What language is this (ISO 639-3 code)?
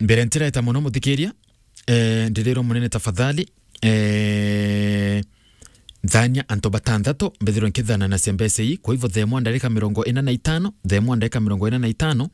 mer